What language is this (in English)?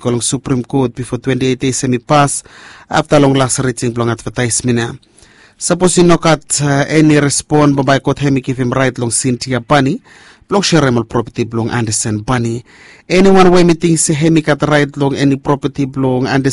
Bislama